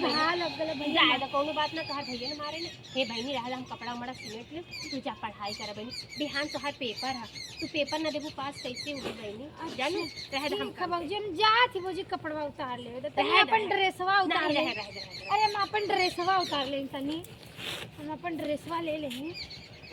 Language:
Awadhi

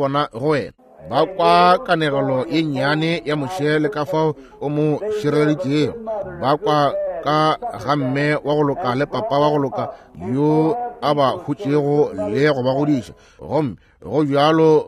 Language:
Northern Sotho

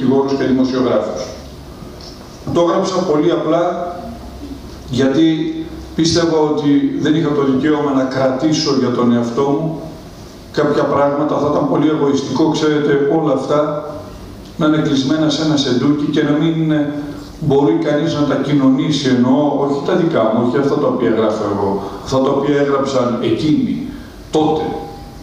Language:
Greek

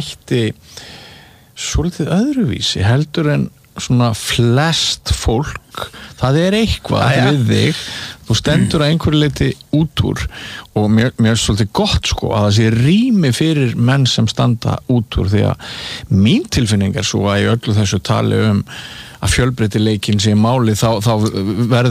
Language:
Icelandic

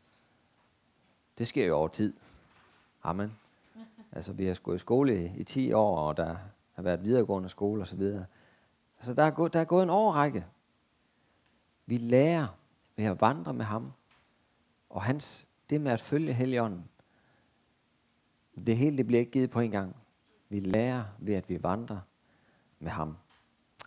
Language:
Danish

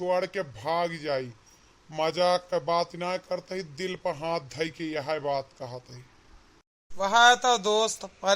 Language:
Awadhi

